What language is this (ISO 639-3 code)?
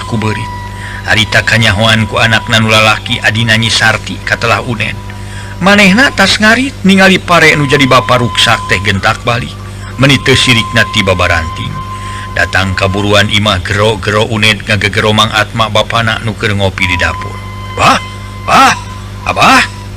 sun